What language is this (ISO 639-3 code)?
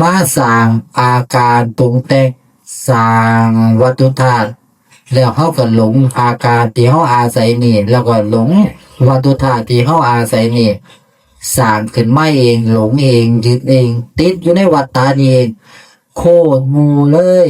tts